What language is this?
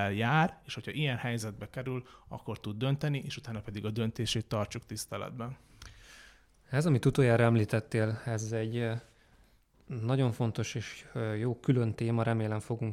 Hungarian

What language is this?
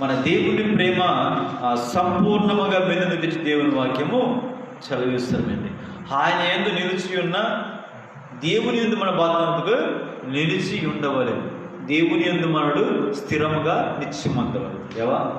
Koya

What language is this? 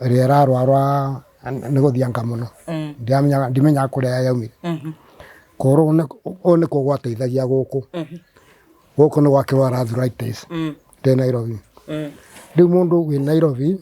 Kikuyu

